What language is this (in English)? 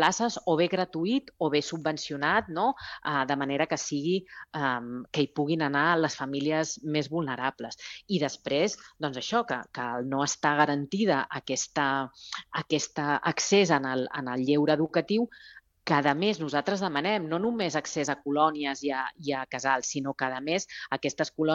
Catalan